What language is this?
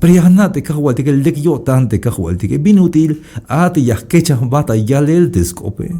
Tzeltal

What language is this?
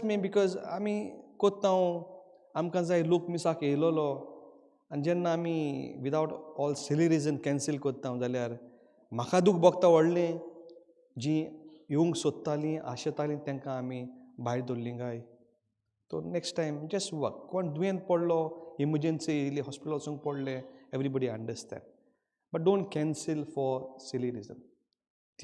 Konkani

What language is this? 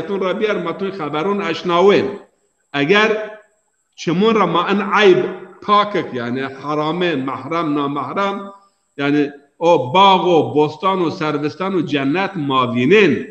Zaza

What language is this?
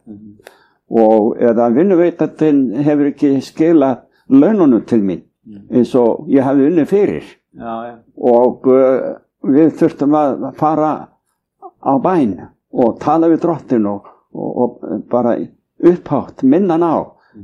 Icelandic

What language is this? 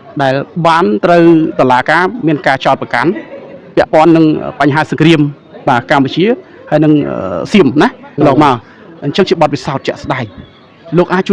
Khmer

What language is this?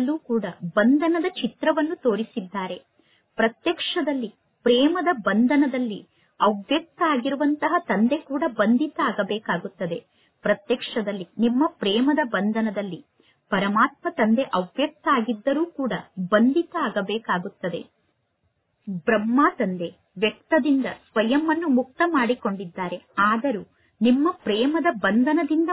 Kannada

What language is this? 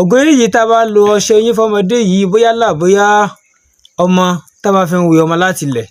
Yoruba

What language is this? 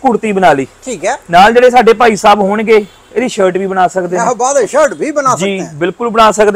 Punjabi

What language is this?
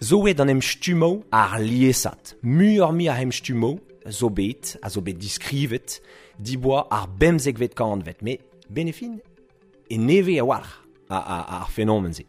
Breton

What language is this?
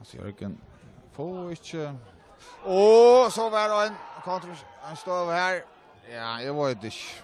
Faroese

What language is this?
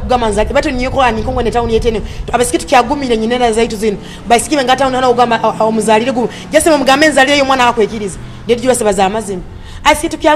Nyoro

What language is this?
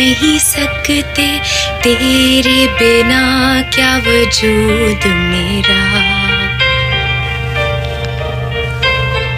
Hindi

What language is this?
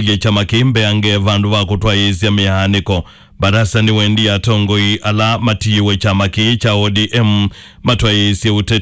Kamba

